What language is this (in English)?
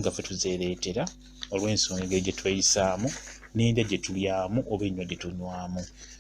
Ganda